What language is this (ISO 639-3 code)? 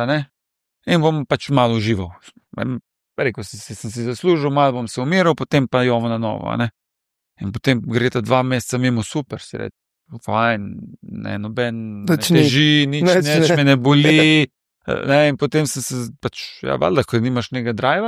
slv